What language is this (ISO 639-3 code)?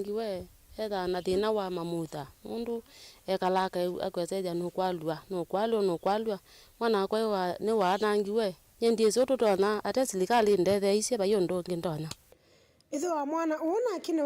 kam